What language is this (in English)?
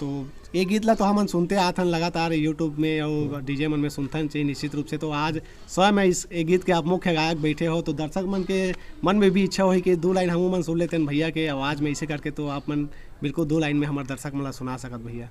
Chhattisgarhi